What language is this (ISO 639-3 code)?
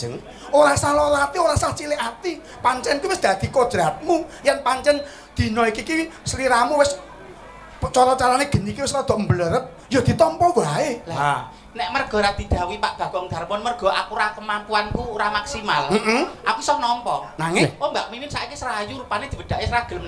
jav